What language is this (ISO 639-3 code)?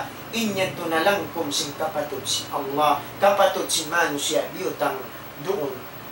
tsg